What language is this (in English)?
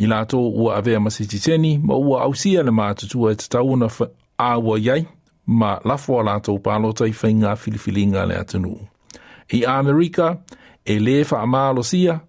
Samoan